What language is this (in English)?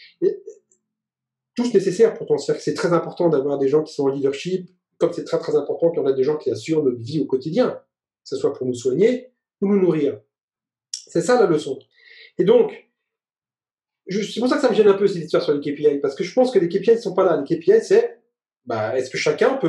French